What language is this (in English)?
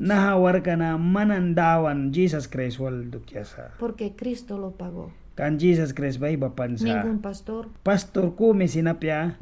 Mískito